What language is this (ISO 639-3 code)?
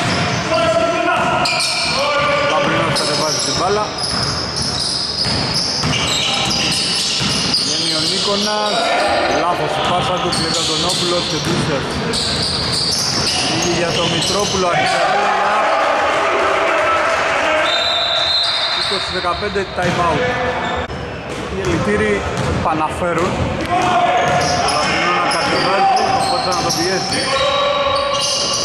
ell